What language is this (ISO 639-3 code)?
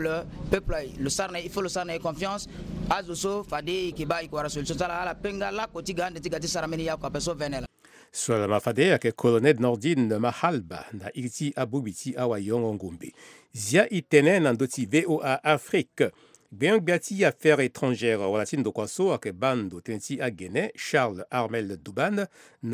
sag